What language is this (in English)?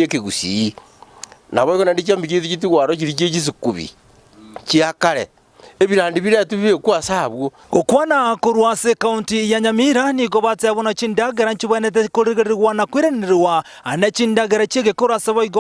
Gusii